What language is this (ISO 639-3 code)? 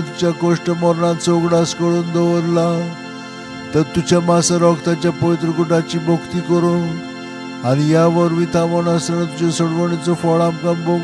kok